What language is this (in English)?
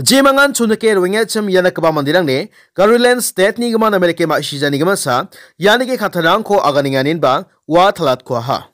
Garo